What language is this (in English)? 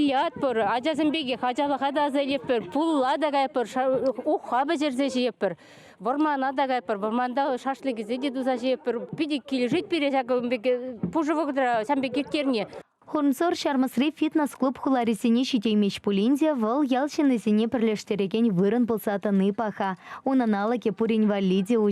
Chuvash